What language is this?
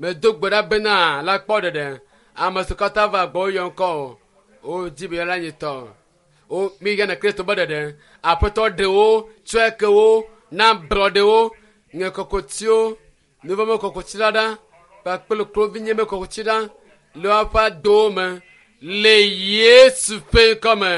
Ewe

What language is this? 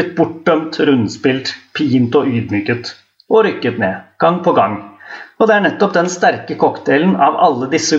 Norwegian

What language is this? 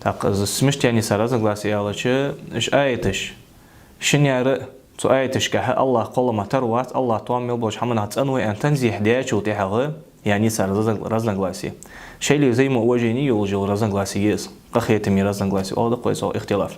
Ingush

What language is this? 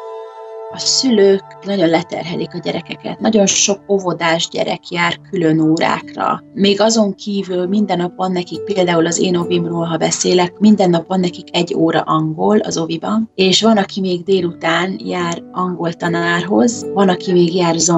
Hungarian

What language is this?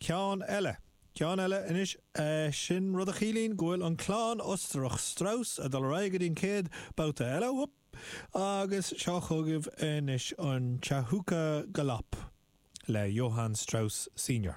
Irish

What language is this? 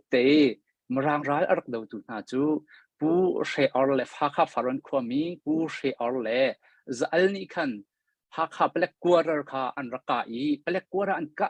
Hakha Chin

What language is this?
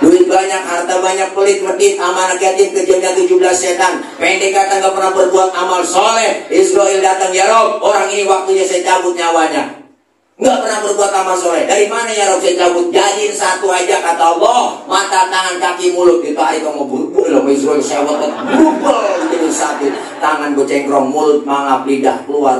Betawi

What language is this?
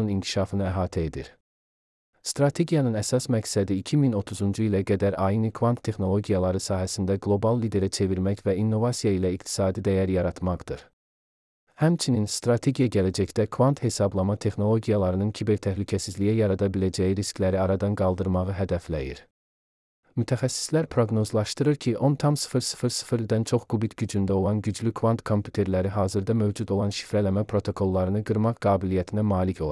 Azerbaijani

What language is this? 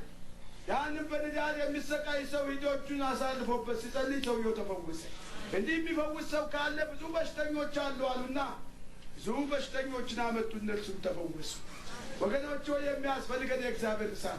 Amharic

